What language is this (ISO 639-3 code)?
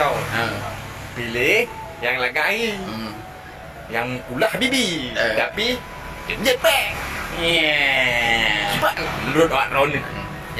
ace